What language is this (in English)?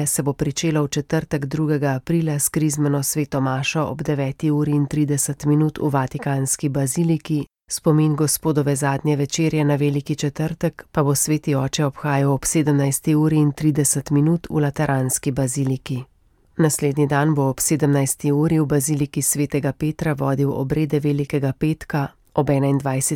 Slovenian